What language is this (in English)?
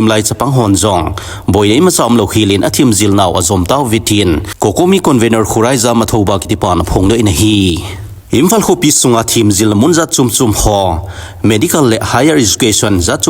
Thado Chin